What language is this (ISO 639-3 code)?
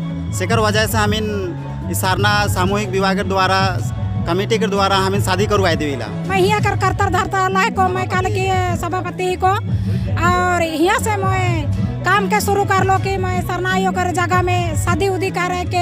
sck